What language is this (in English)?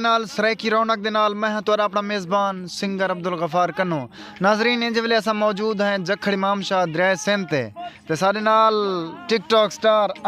Saraiki